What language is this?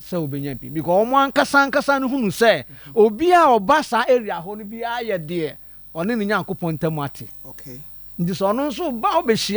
Akan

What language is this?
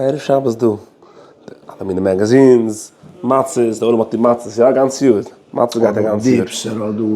Yiddish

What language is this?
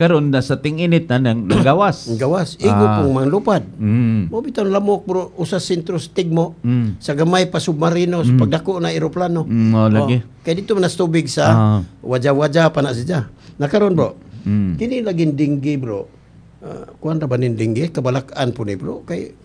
Cebuano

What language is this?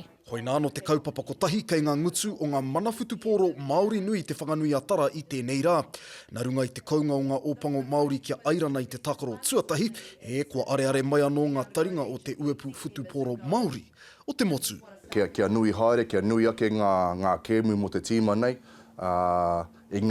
Māori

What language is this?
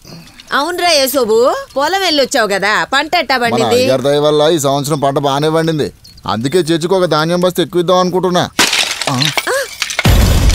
Telugu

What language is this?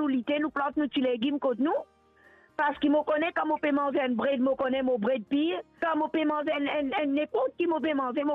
Morisyen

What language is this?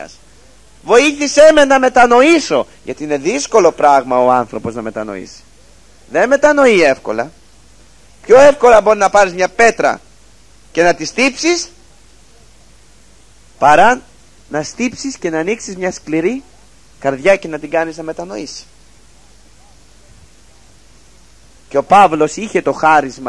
Greek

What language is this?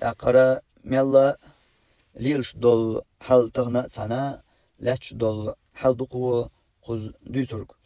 Chechen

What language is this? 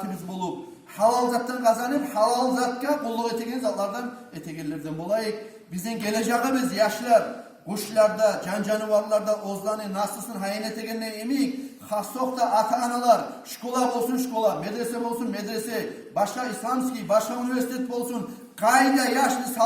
Kumyk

